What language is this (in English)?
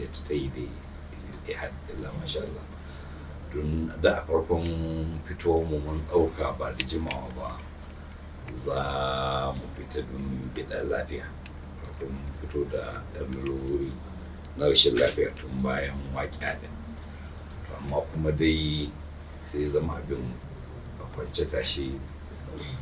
Hausa